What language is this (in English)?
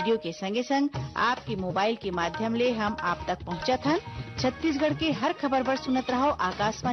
Chhattisgarhi